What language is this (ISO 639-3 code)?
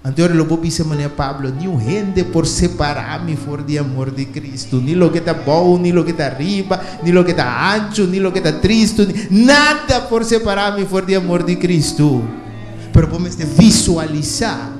pap